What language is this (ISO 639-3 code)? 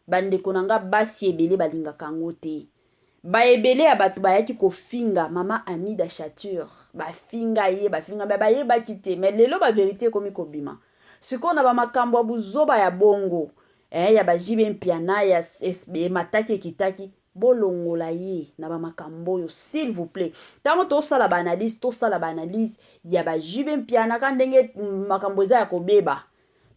lin